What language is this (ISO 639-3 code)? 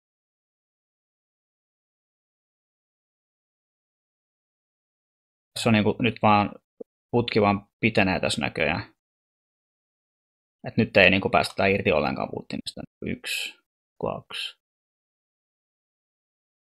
fin